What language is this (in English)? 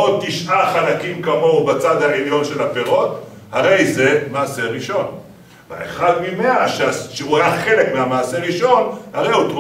Hebrew